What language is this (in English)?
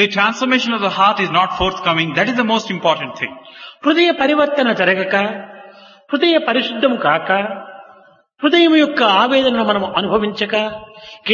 Telugu